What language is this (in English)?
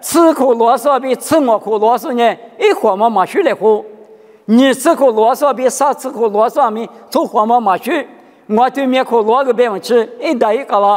Lisu